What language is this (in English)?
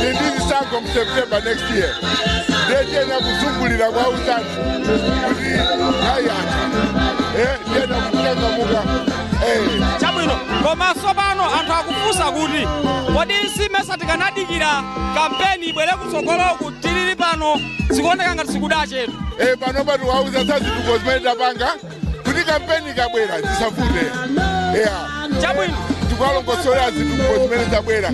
Nyanja